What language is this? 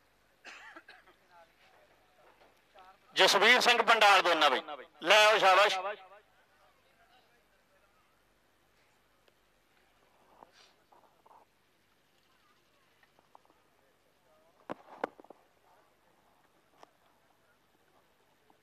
Punjabi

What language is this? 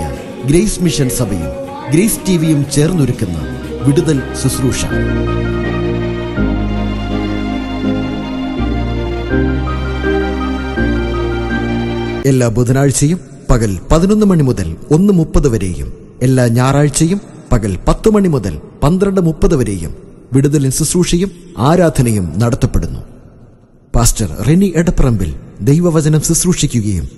Malayalam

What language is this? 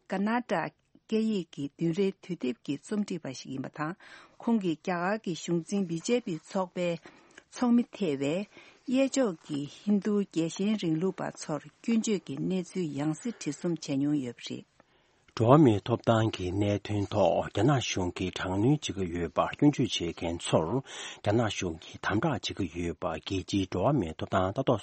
Tibetan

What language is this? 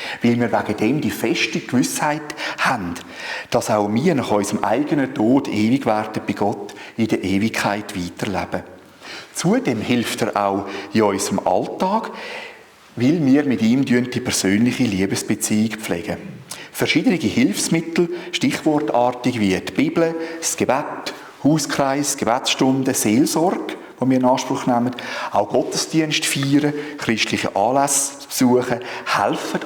Swiss German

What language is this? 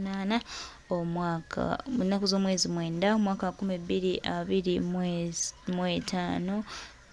Ganda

